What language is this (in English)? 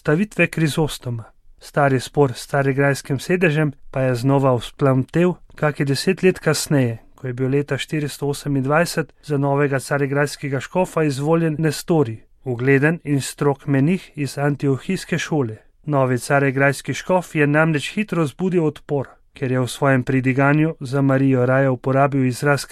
Slovenian